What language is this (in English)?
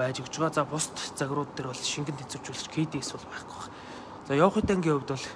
Mongolian